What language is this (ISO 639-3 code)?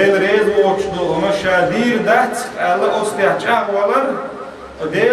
che